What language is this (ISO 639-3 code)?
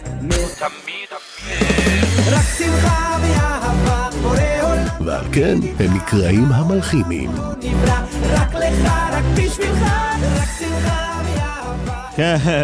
heb